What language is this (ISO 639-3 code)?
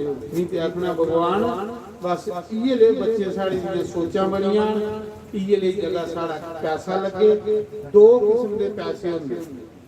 doi